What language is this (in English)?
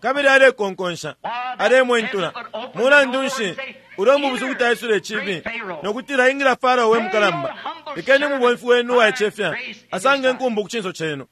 Bemba